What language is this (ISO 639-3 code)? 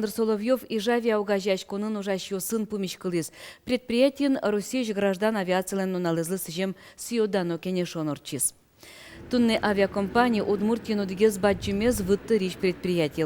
udm